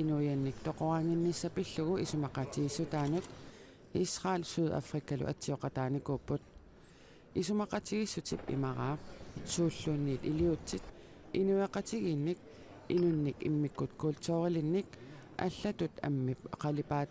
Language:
Kalaallisut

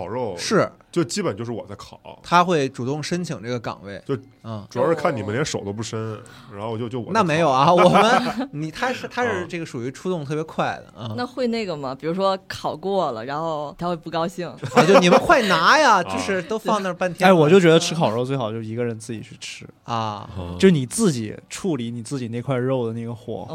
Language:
Chinese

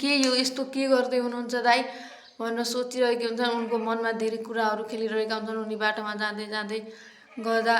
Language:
Nepali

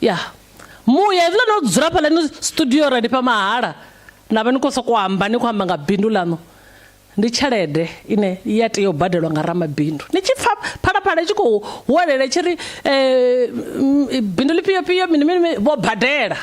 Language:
Venda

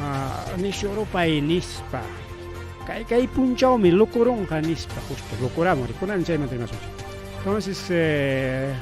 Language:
Ayacucho Quechua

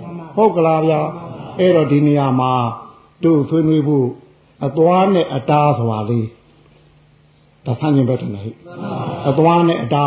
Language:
Burmese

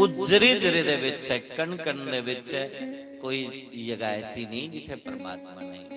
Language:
Dogri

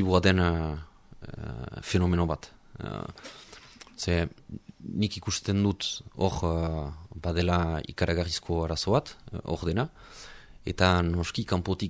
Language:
Basque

